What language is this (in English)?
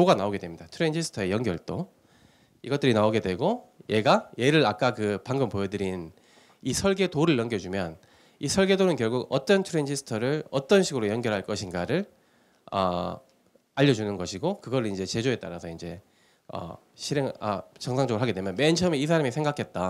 Korean